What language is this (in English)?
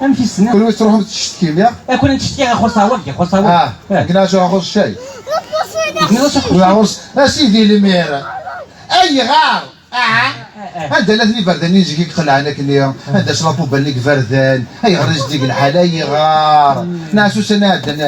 Kabyle